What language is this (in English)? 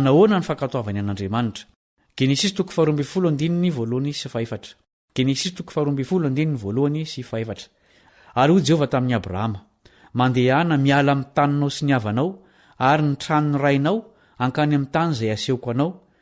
Malagasy